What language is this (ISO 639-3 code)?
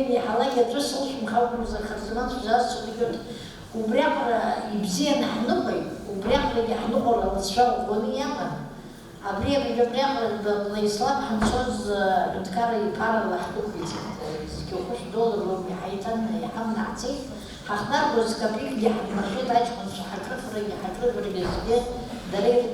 abk